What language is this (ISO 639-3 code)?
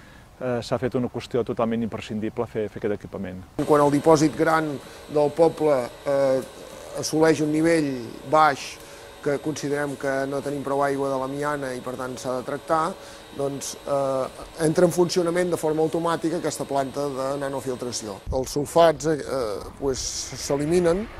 cat